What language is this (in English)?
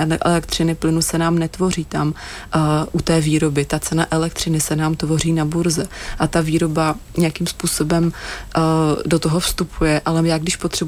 Czech